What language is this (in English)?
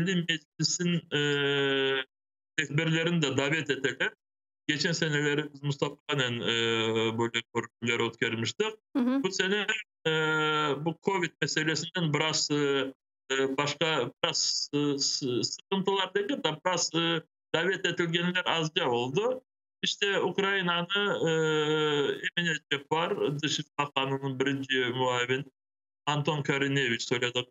Crimean Tatar